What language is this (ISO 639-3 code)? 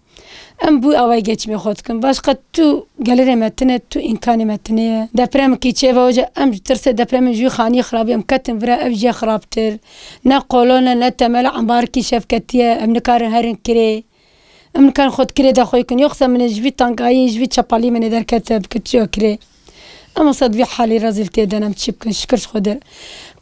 kur